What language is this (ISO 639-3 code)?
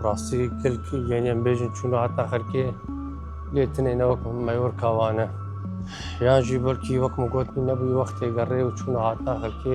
kur